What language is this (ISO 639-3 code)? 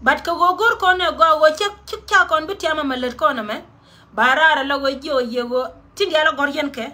nus